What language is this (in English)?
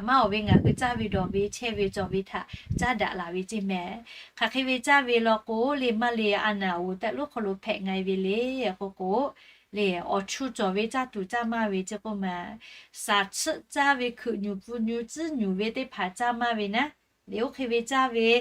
Lahu